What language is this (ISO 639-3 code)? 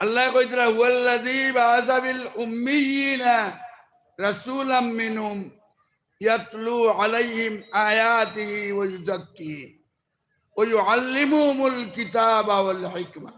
syl